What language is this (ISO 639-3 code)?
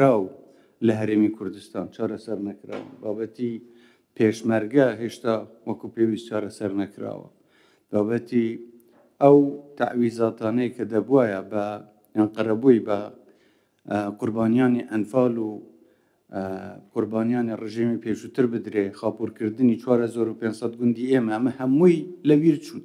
ckb